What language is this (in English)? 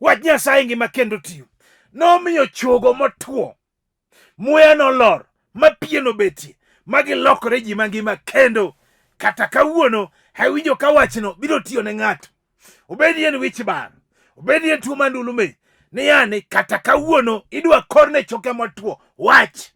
Luo (Kenya and Tanzania)